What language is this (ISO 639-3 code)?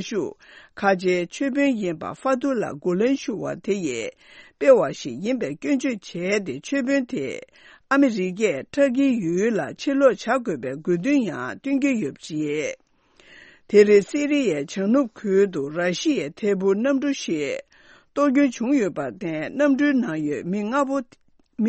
bod